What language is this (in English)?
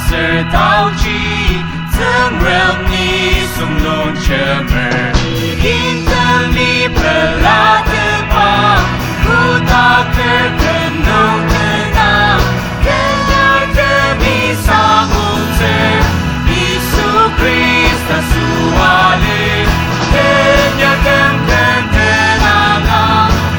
Ao Naga